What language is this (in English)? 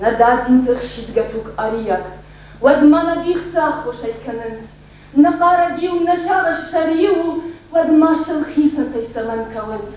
Ossetic